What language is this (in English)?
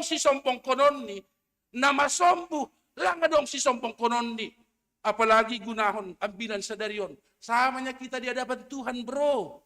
Batak Simalungun